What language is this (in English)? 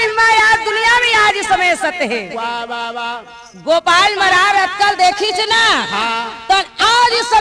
Chhattisgarhi